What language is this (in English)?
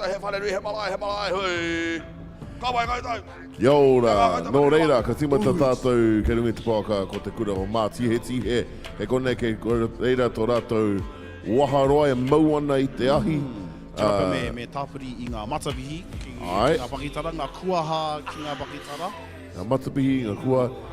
Māori